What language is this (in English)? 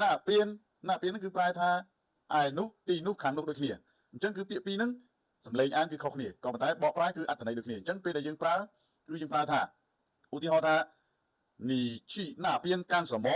Khmer